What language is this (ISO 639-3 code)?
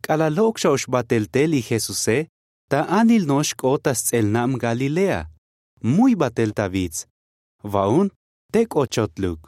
tzo